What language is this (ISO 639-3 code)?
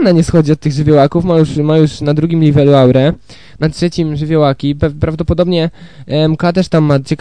pol